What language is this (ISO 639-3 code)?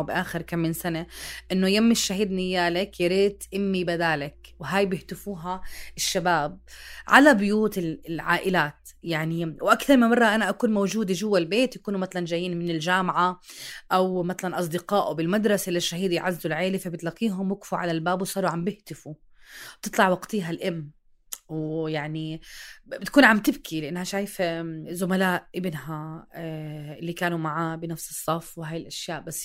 apc